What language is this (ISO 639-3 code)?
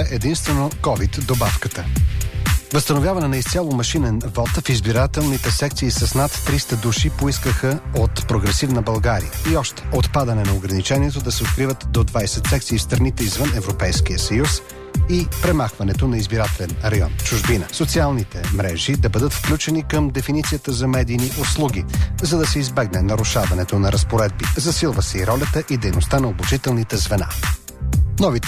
bul